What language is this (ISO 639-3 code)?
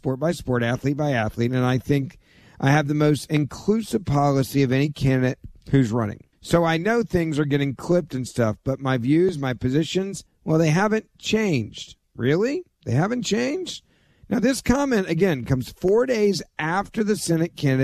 eng